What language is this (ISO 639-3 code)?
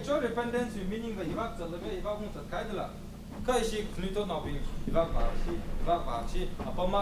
nmf